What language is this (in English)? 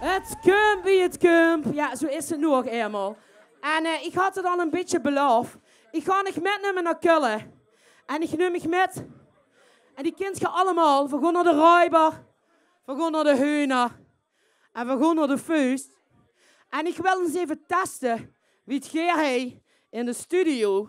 Limburgish